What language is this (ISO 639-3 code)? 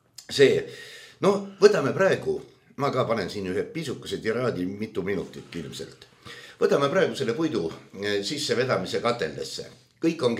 est